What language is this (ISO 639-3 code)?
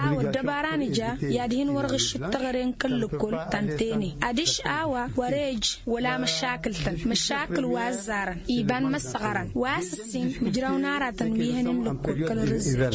taq